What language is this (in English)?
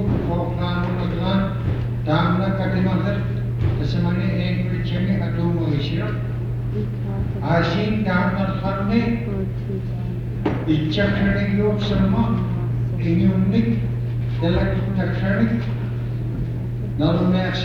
Indonesian